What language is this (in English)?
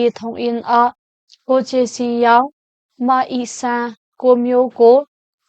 Hakha Chin